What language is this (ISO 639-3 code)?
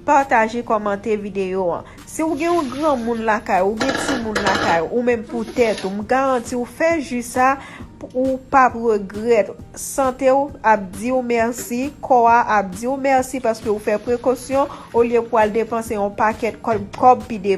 hat